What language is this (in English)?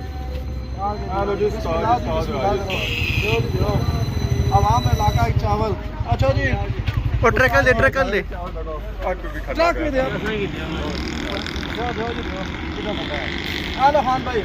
Pahari-Potwari